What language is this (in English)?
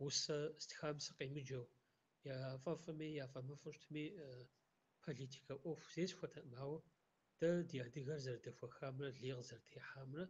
Kabardian